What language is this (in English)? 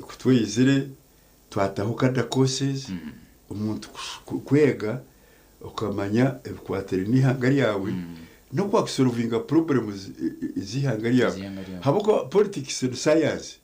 Nyankole